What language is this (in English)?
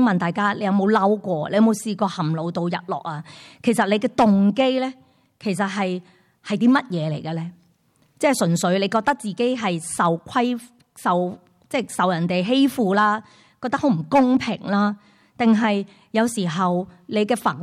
Cantonese